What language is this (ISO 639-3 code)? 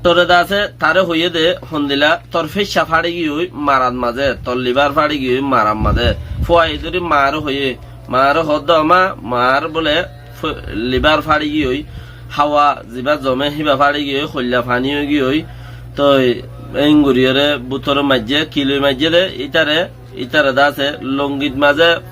rhg